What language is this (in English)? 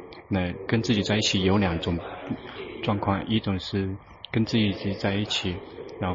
Chinese